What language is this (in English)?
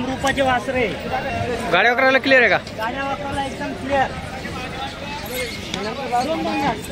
Marathi